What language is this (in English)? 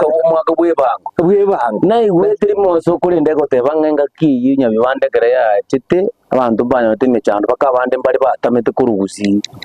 Gusii